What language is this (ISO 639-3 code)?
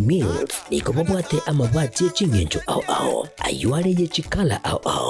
guz